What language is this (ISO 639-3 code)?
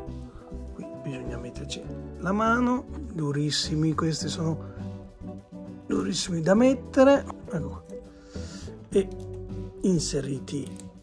ita